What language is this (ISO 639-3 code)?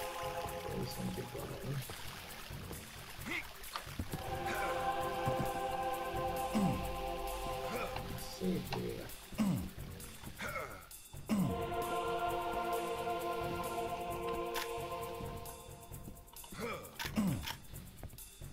hun